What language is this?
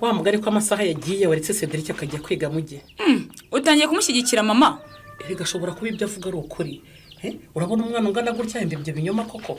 Kinyarwanda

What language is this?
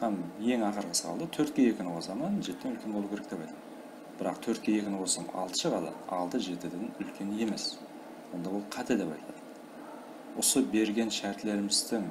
Kara-Kalpak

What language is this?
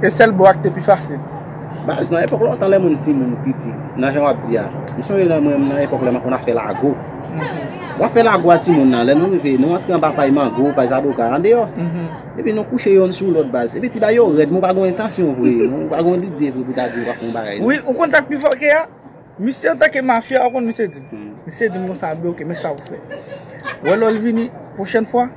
Haitian Creole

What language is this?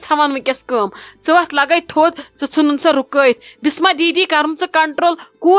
Kashmiri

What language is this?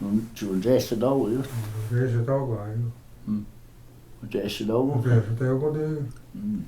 Cherokee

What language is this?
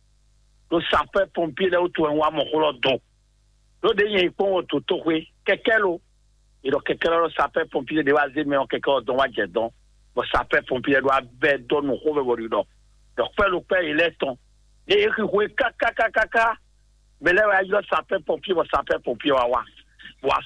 Fon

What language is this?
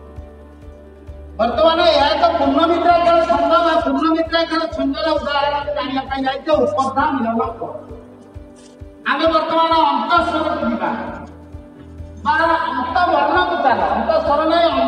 Odia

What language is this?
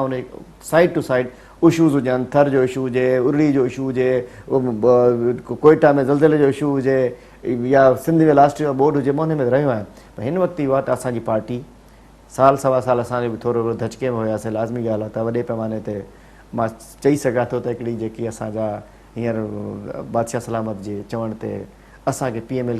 Sindhi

